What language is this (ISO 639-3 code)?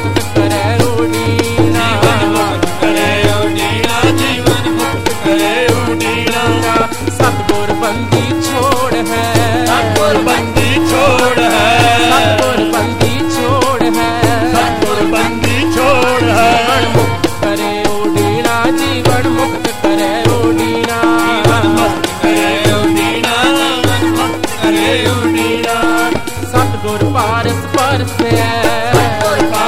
pan